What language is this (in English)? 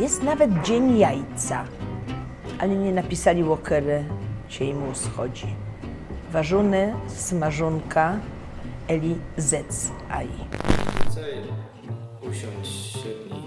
Silesian